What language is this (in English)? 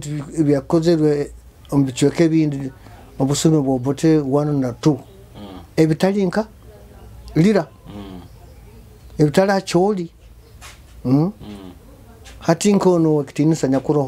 Nyoro